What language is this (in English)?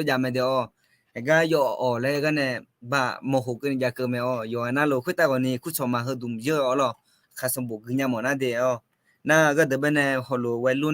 Akha